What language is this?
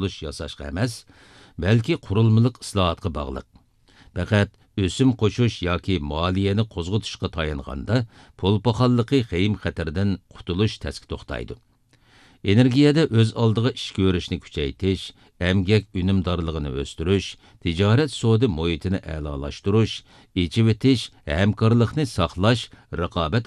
Uyghur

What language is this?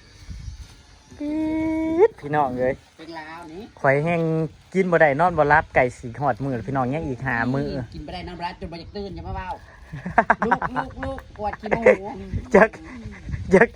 Northeastern Thai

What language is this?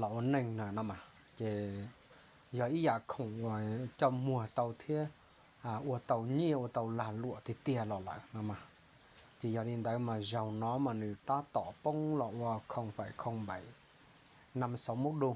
Hmong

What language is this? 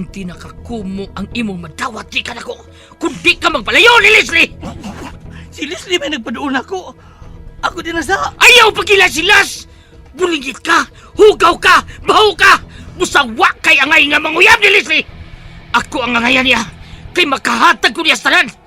Cebuano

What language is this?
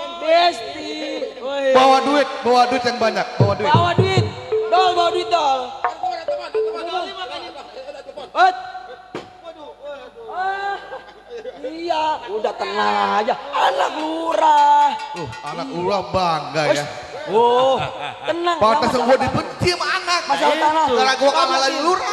Betawi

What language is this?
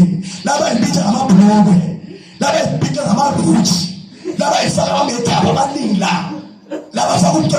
Zulu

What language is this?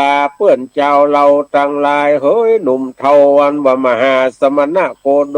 Northern Thai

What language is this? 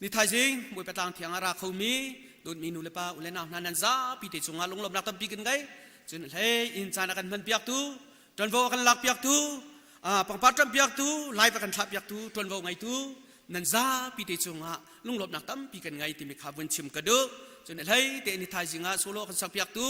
Hakha Chin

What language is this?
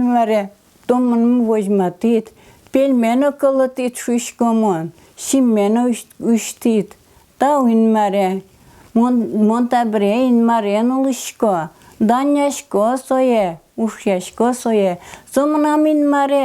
Udmurt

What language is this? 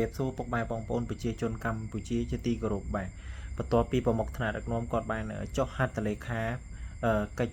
Khmer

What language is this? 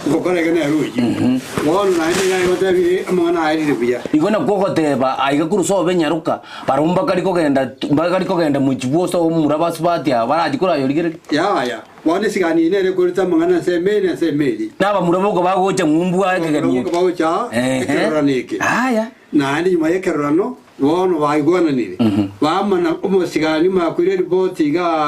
Gusii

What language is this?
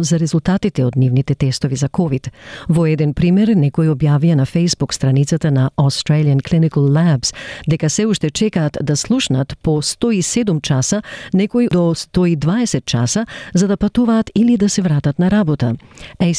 Macedonian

